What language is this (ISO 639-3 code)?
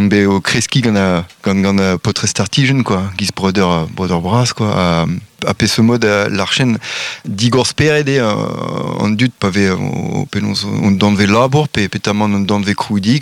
bre